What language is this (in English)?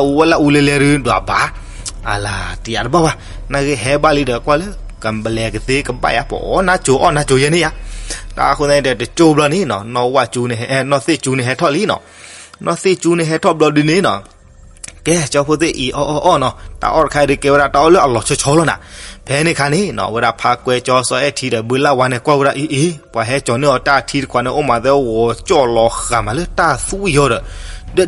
S'gaw Karen